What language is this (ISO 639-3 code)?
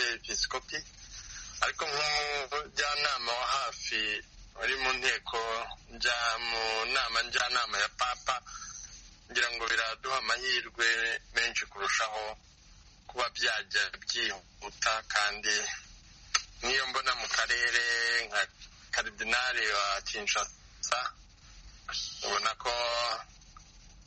kin